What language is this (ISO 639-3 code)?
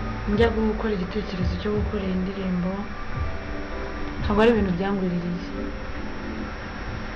kin